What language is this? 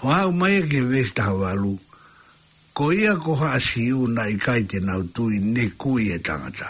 Tongan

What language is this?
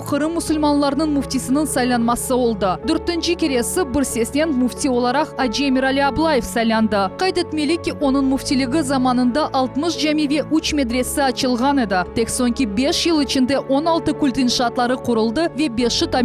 Crimean Tatar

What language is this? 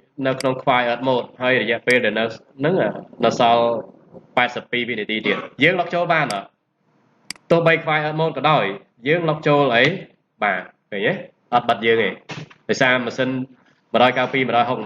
Khmer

